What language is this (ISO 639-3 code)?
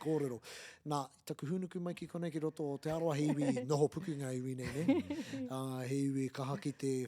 mri